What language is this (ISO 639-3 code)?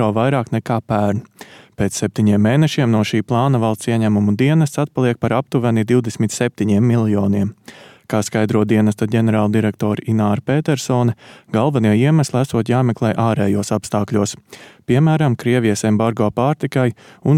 lav